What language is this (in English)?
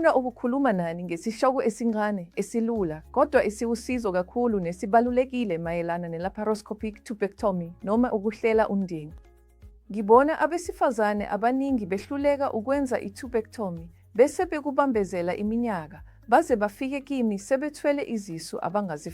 Zulu